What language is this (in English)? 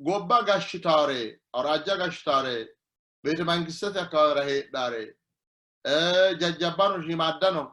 Sidamo